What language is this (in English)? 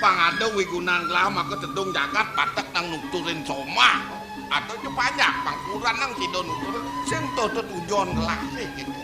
Balinese